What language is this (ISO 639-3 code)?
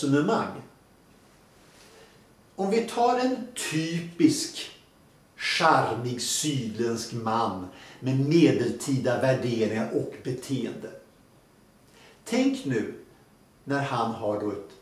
swe